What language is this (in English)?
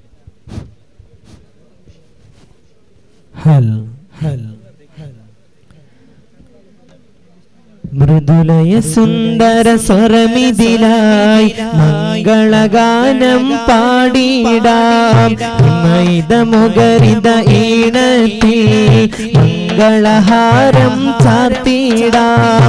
Malayalam